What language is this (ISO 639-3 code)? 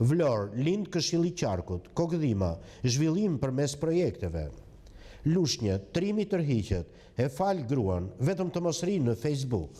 sqi